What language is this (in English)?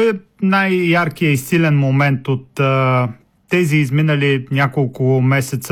Bulgarian